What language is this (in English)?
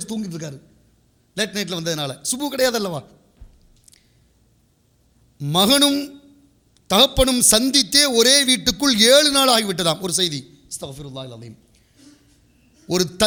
Tamil